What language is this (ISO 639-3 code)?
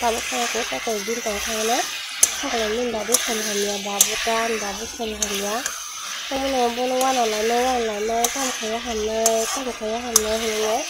trp